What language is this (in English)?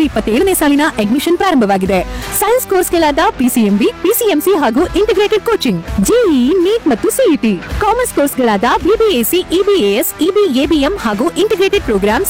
Kannada